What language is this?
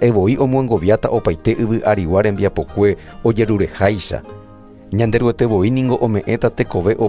Guarani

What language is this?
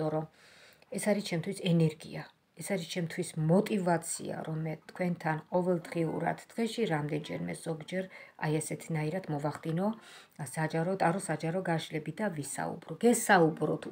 Georgian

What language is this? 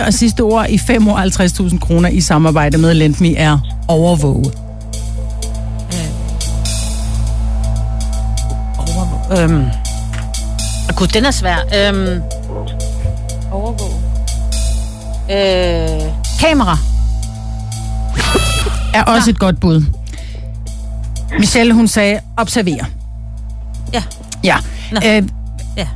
Danish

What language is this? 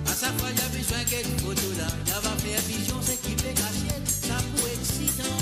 Morisyen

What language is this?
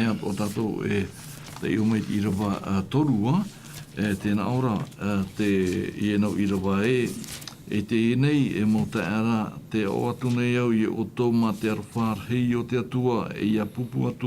Tahitian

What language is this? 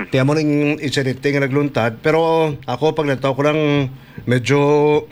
Hiligaynon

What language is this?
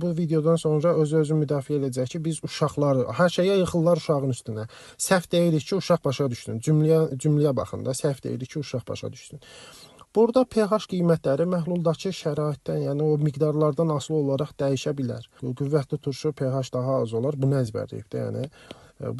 Azerbaijani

